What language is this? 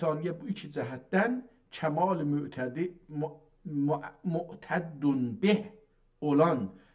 South Azerbaijani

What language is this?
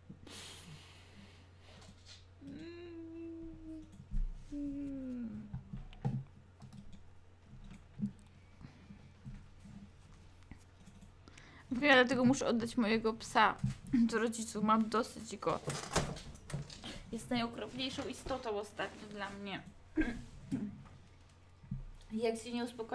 Polish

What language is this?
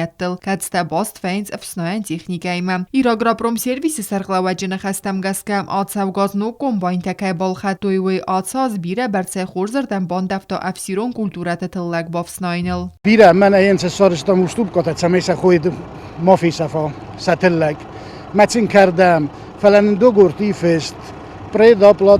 Ossetic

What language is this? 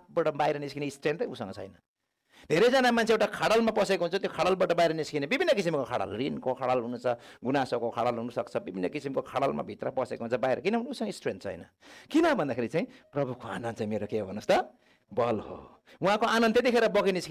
Nepali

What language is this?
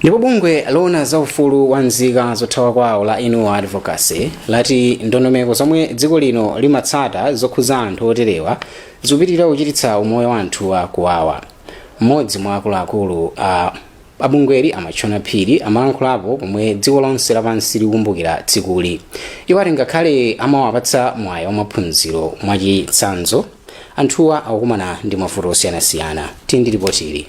Nyanja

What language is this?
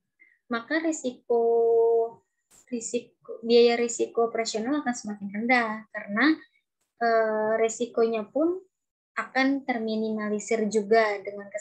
Indonesian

